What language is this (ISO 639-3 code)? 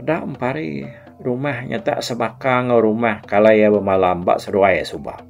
iba